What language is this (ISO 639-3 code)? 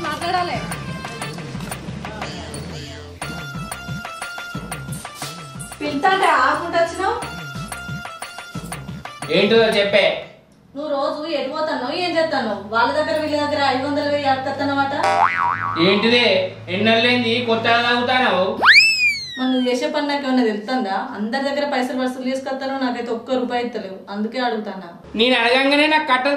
tel